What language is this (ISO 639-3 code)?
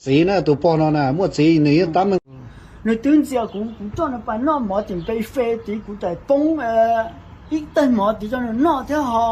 hmn